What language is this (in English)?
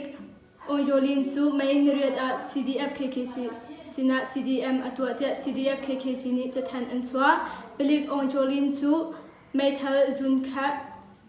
Hakha Chin